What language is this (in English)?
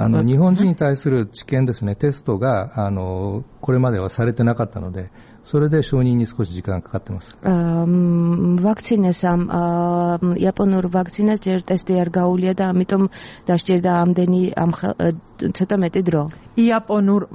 Georgian